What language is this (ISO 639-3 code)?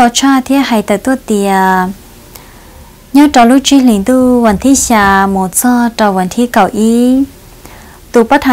vie